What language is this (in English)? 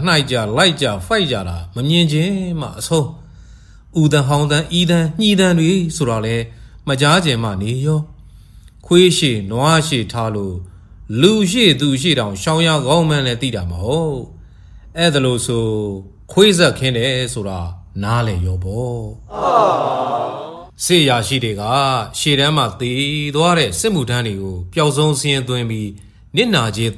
Burmese